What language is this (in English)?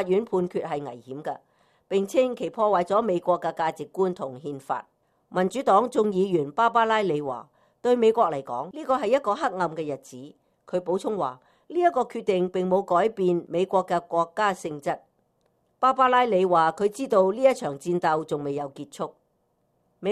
Cantonese